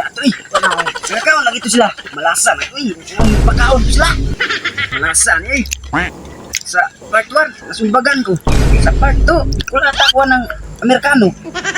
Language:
Cebuano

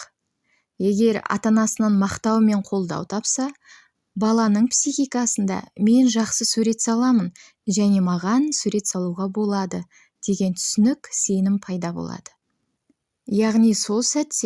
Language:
Kazakh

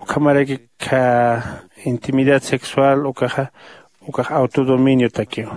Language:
Aymara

